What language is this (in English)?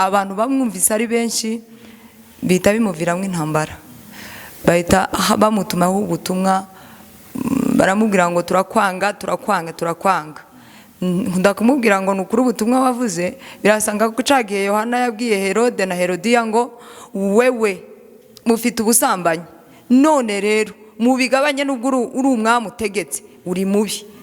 Kinyarwanda